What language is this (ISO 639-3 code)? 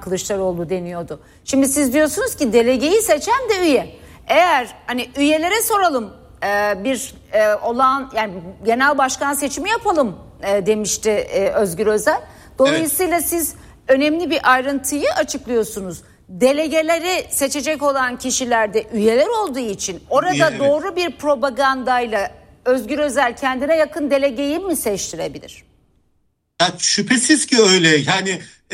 tur